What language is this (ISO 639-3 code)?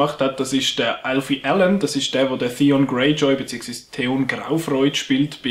gsw